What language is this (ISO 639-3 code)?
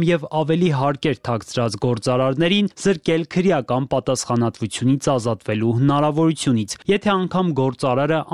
hye